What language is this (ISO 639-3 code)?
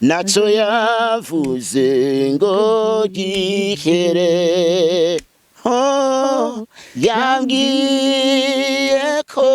run